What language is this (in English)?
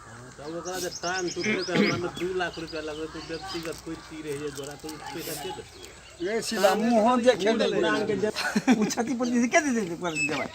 Maithili